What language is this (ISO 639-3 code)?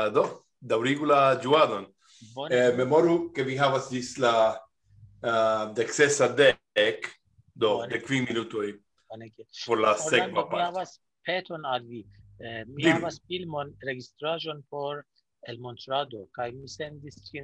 epo